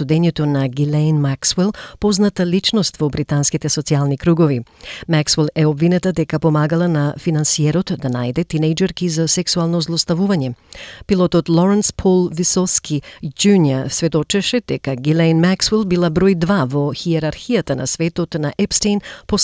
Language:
Macedonian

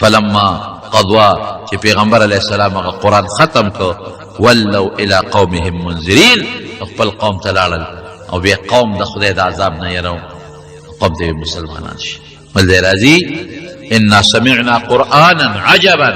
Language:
Pashto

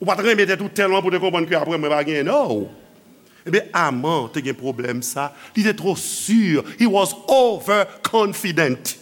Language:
Haitian Creole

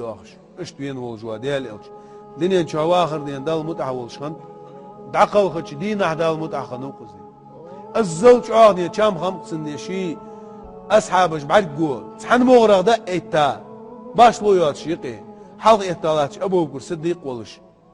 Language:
Chechen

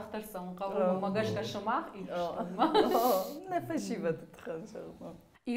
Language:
Ossetic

